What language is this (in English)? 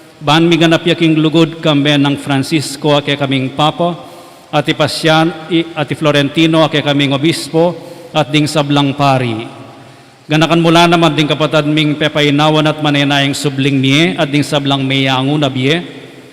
Pampanga